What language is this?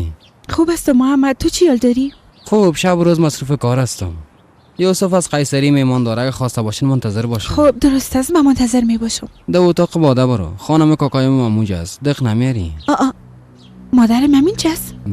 Persian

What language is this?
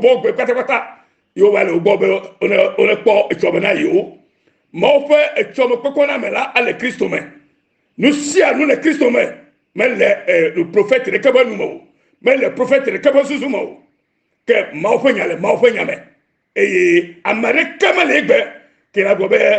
Ewe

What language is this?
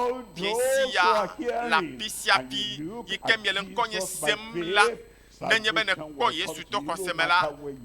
Ewe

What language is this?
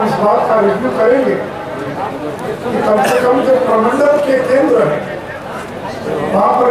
Hindi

